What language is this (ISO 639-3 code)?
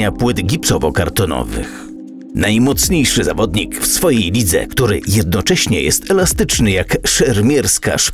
pol